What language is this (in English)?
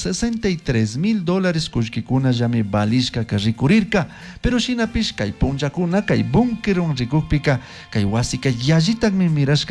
Chimborazo Highland Quichua